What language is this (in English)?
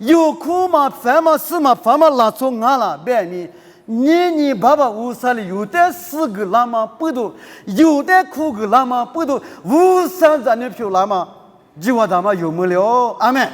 Lisu